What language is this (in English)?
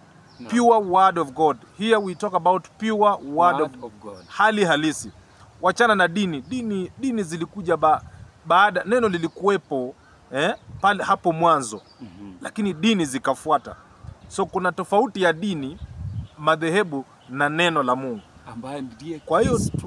Swahili